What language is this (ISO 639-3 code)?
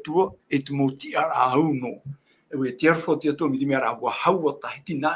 tah